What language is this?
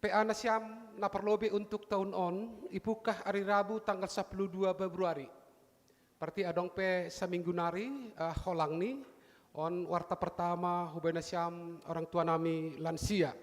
Batak Simalungun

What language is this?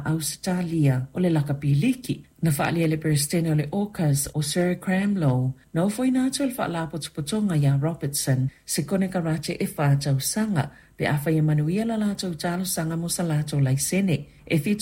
Samoan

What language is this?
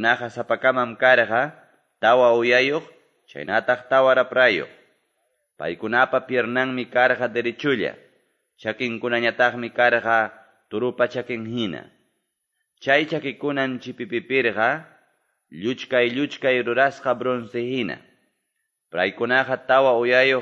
Quechua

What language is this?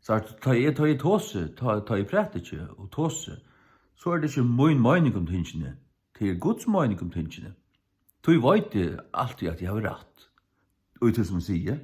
Faroese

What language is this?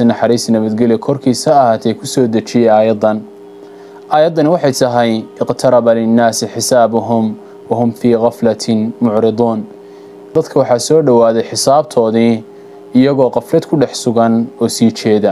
Somali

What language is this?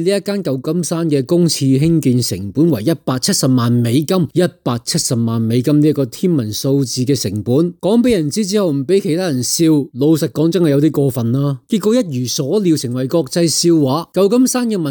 Cantonese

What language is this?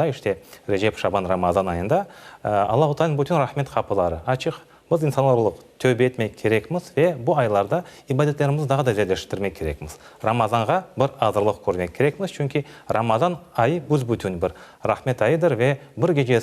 Crimean Tatar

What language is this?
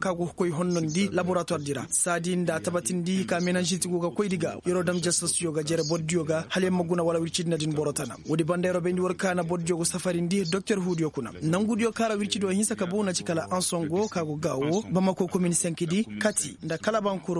Koyraboro Senni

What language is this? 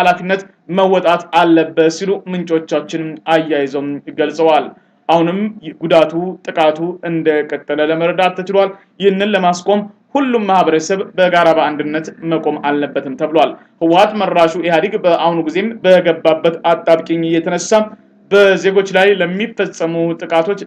Amharic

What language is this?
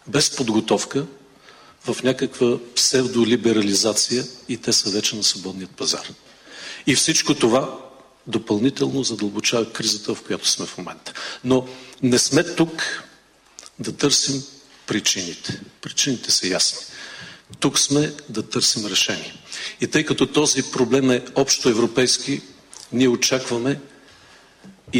Bulgarian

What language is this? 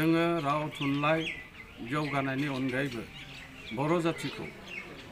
Bodo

